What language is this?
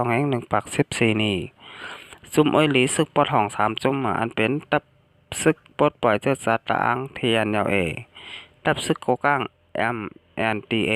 Shan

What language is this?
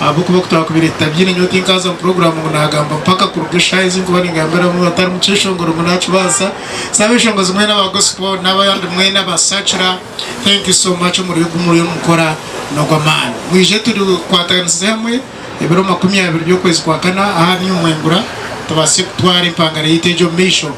Nyankole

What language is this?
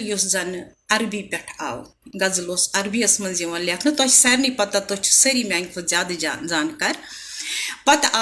Kashmiri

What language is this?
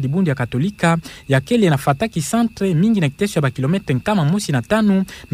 Kituba (Democratic Republic of Congo)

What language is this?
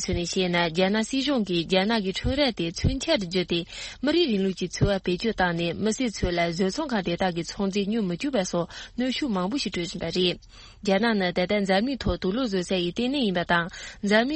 Tibetan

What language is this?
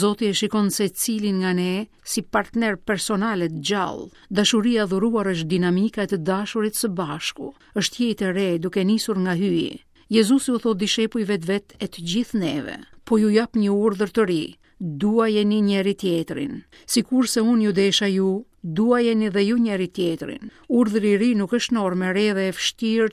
Albanian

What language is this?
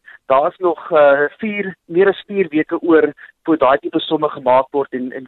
Afrikaans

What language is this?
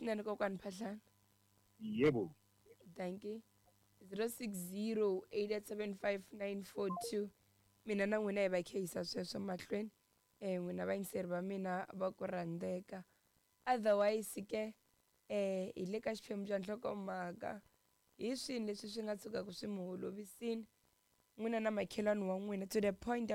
Tsonga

